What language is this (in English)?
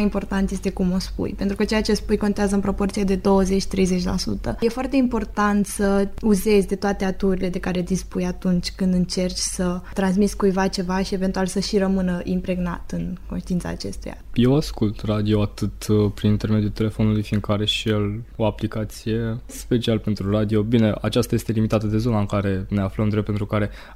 Romanian